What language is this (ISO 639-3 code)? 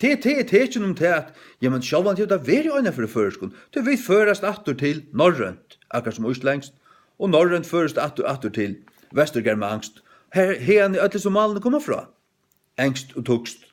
fao